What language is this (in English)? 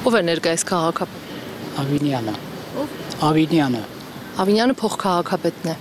Armenian